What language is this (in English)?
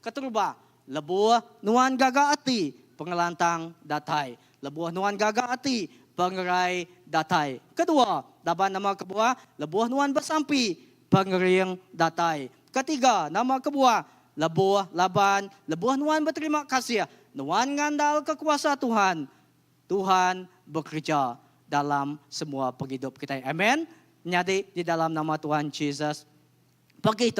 Iban